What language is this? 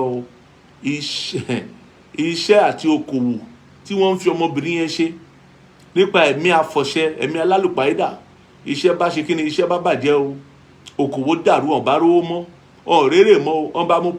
Yoruba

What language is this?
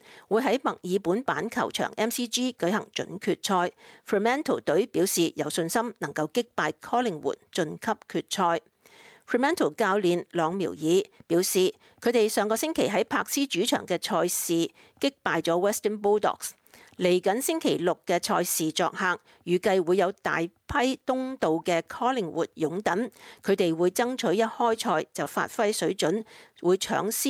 Cantonese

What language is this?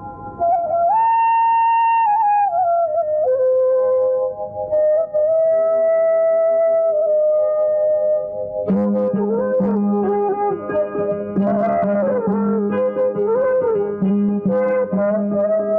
Tamil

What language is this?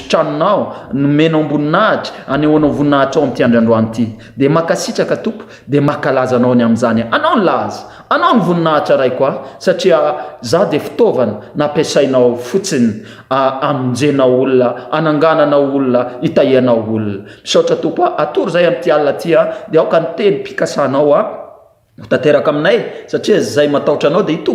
Malagasy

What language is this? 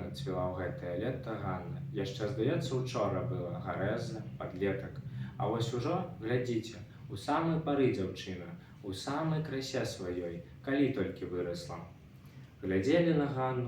Belarusian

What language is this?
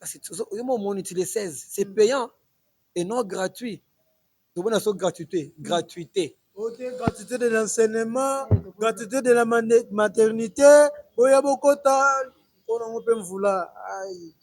Lingala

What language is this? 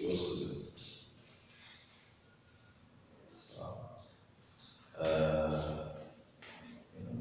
Arabic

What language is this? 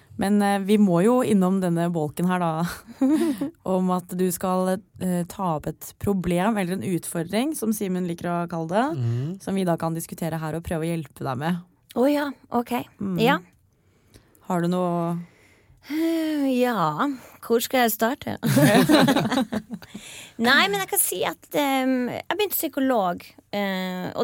Norwegian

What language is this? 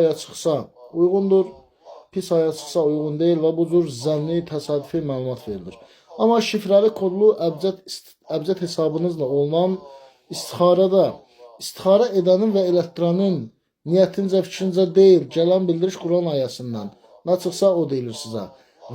Azerbaijani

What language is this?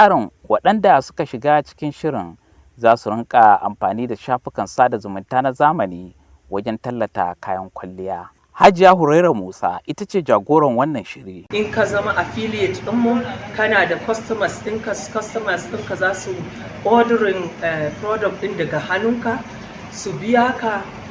Hausa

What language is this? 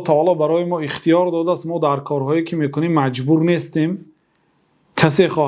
Persian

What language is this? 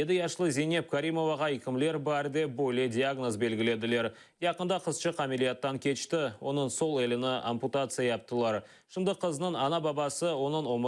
Crimean Tatar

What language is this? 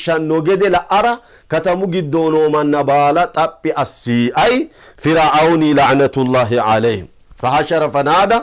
Sidamo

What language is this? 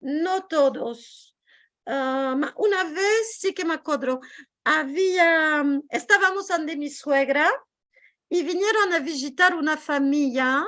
Ladino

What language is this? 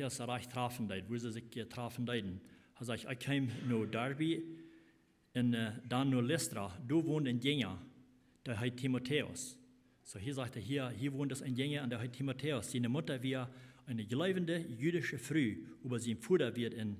Plautdietsch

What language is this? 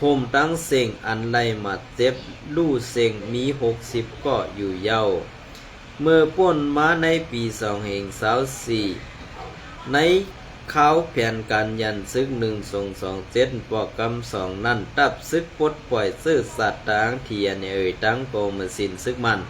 Shan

